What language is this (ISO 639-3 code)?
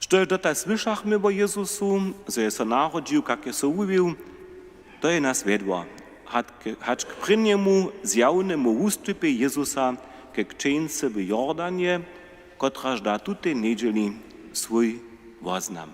hsb